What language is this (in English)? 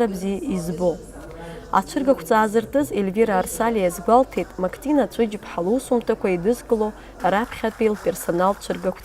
Abkhazian